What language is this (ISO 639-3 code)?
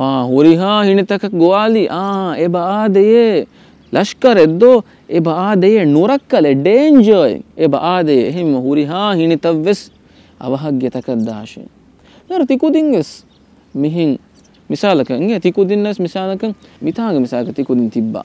div